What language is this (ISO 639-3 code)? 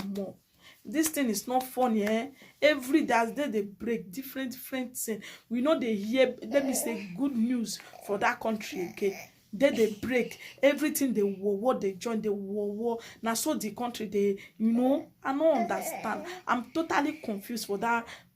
pcm